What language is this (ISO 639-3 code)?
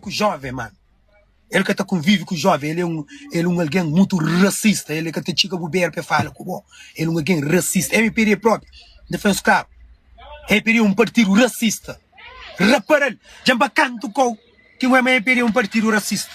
kea